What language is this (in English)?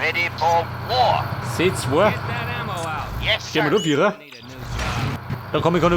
Bavarian